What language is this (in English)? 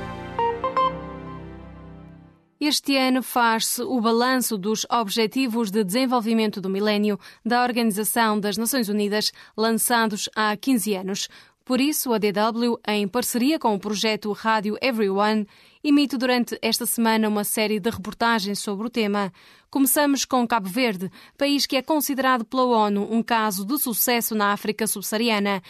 Portuguese